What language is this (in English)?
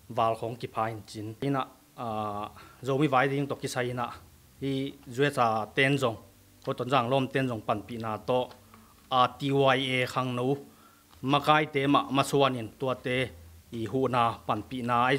Tedim Chin